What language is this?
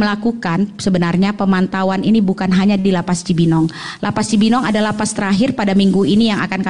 Indonesian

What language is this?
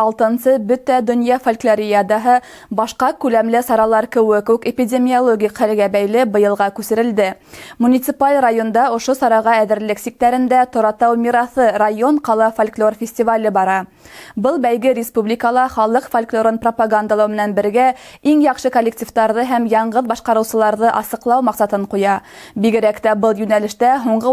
Bashkir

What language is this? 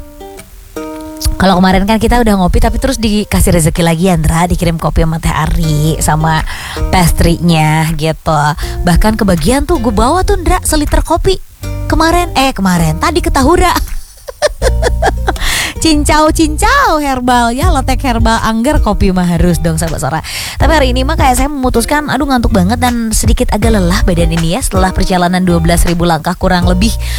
Indonesian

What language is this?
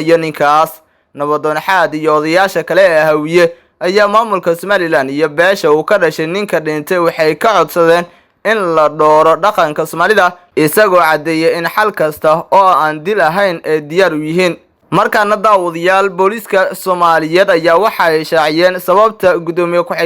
Somali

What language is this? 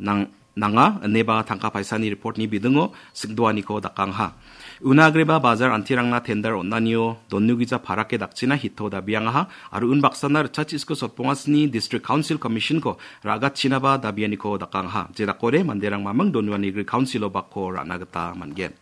Garo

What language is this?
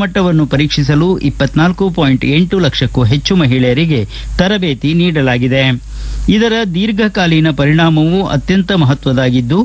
Kannada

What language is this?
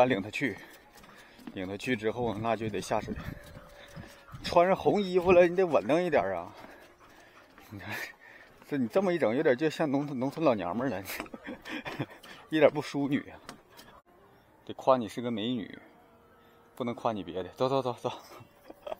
Chinese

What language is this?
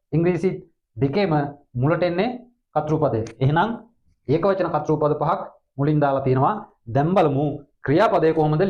Sinhala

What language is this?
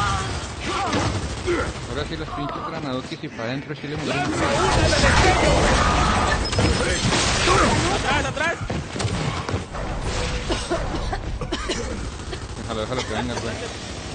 Spanish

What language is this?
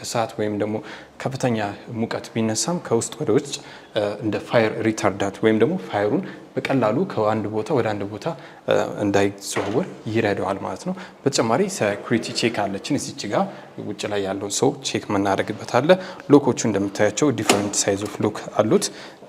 Amharic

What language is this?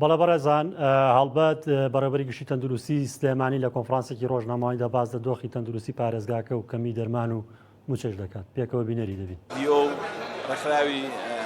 Central Kurdish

